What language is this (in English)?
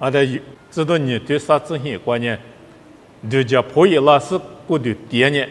Lisu